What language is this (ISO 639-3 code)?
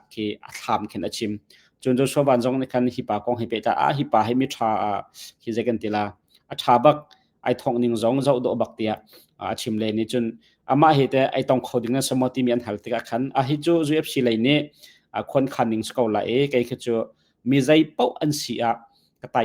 cnh